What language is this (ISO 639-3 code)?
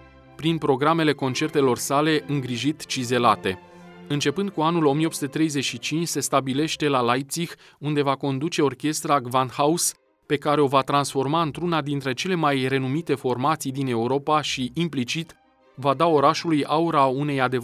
ron